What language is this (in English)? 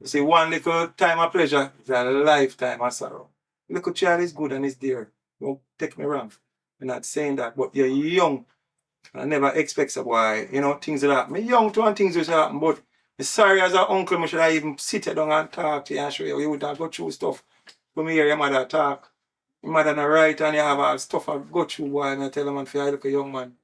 Jamaican Creole English